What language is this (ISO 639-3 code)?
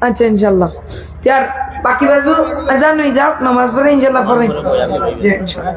syl